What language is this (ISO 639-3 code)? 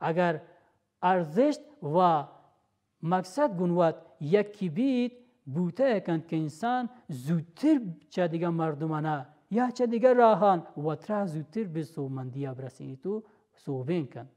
bal